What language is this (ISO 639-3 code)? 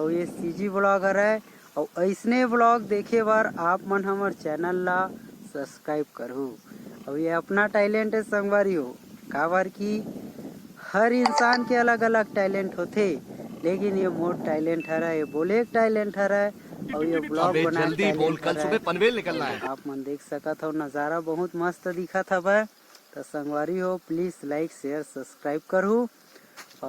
hne